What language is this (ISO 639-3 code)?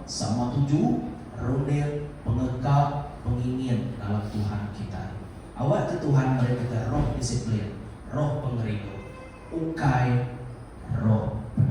iba